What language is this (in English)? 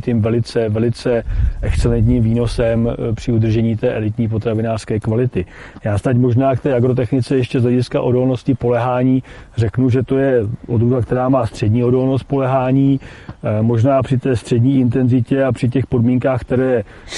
Czech